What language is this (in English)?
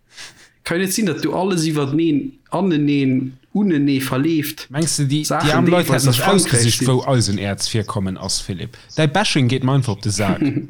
Luxembourgish